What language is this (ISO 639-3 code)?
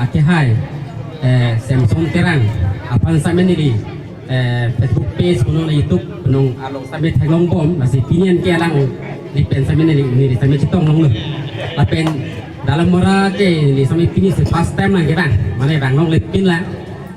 mjw